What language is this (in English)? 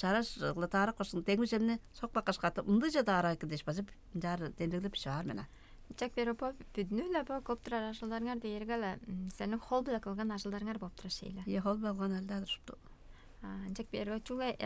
Tuvinian